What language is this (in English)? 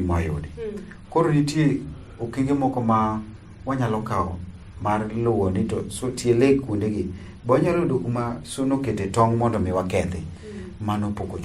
Luo (Kenya and Tanzania)